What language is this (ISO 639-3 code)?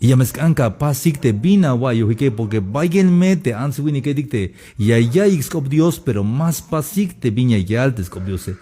tzh